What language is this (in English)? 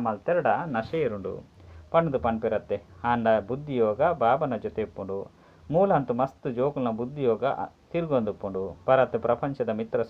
Tulu